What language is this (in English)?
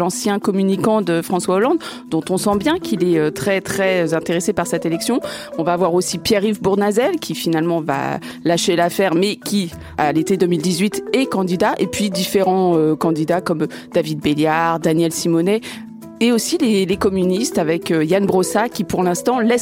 French